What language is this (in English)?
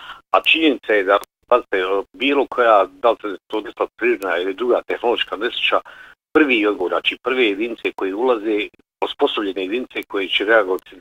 Bosnian